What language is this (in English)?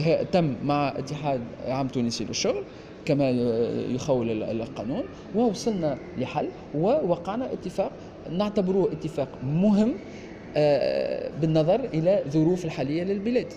Tunisian Arabic